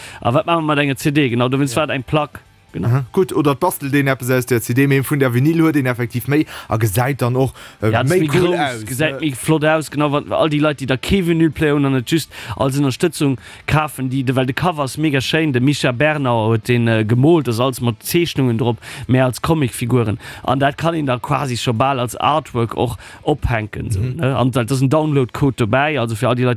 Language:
Luxembourgish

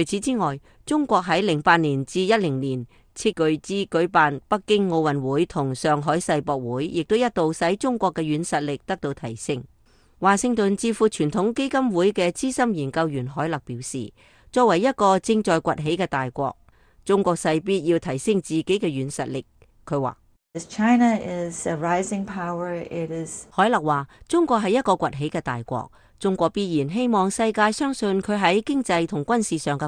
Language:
Cantonese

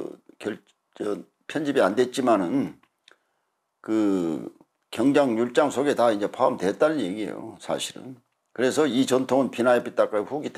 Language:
Korean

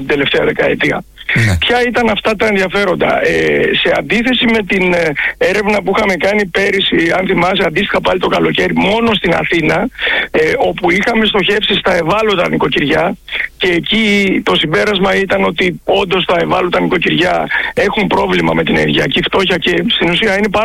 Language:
Greek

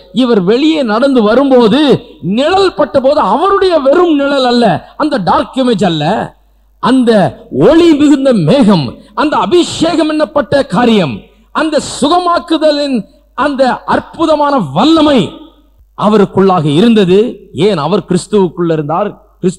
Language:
Tamil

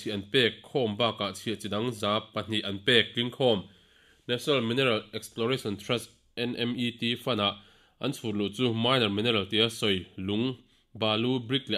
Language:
Mizo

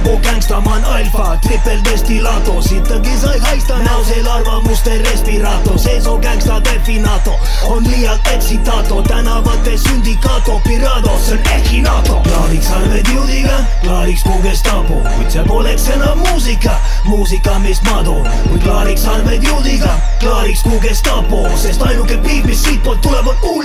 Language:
Estonian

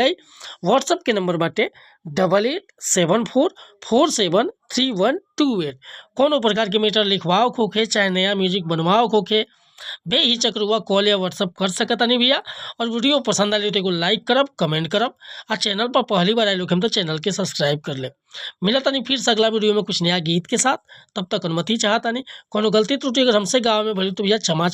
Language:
Bhojpuri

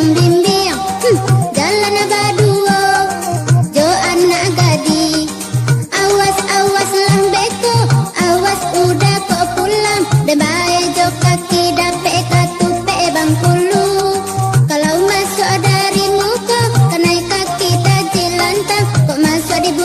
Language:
Minangkabau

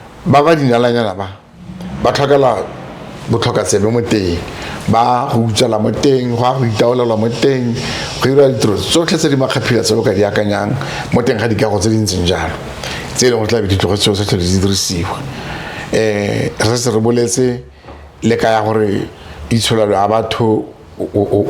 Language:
Tswana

